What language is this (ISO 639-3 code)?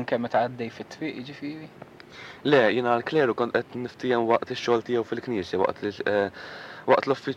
mlt